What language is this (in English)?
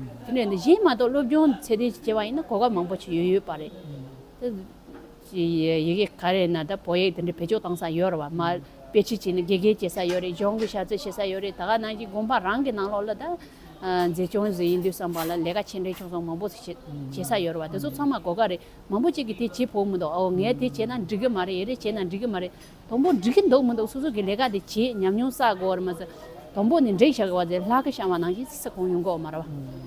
Tibetan